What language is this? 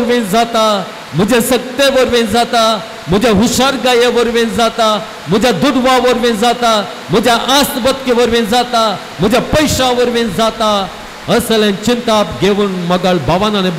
Konkani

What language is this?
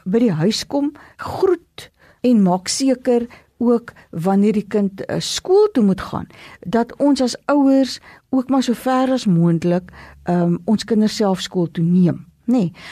Afrikaans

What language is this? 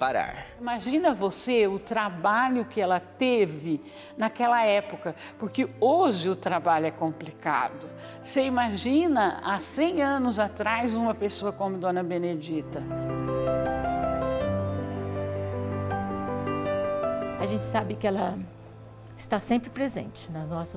Portuguese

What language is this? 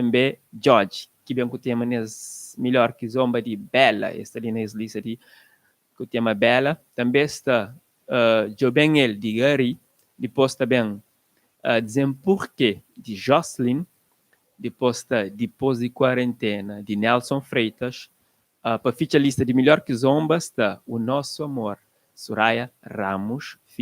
Kabuverdianu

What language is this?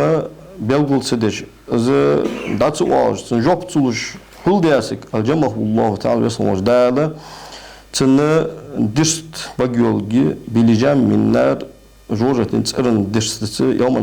Ingush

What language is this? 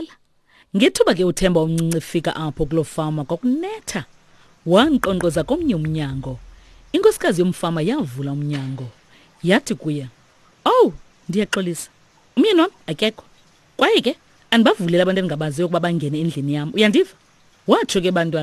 Xhosa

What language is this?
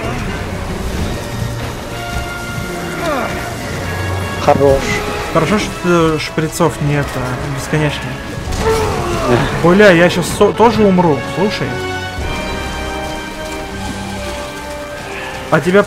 Russian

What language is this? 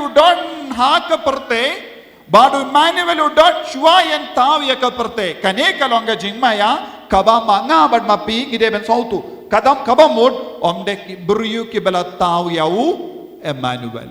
Khasi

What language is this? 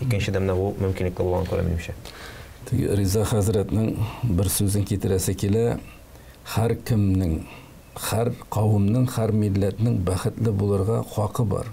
Tatar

